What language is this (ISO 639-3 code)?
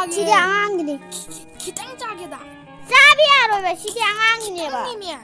mni